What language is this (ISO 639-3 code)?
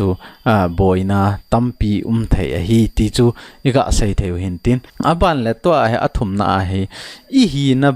tcz